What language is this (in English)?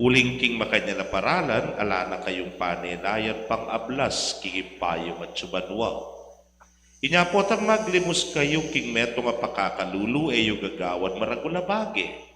Pampanga